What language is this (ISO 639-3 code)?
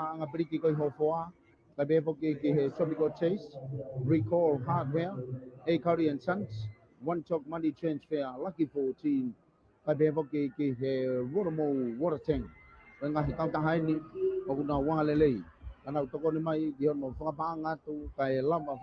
ton